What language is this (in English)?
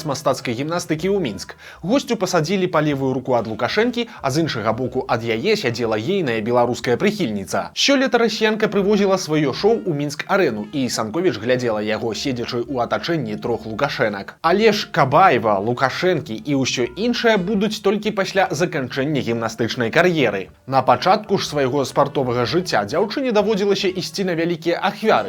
Belarusian